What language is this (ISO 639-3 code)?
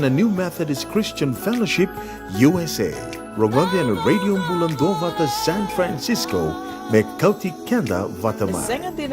fij